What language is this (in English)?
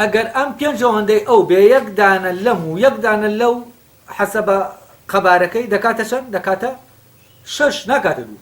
Central Kurdish